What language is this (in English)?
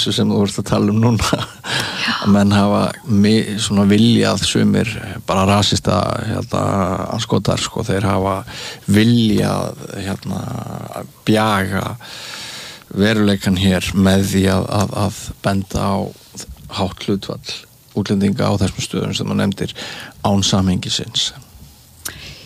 Icelandic